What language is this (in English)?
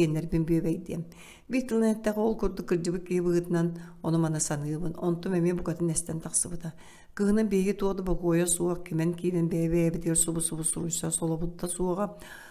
Yakut